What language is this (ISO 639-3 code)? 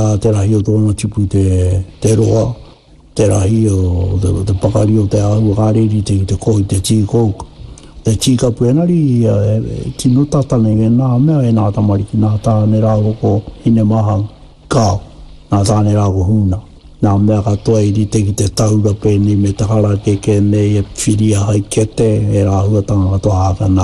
mri